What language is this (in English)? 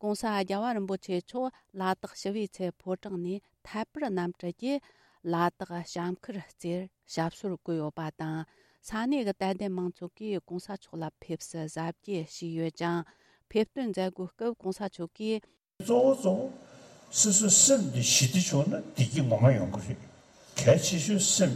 Tibetan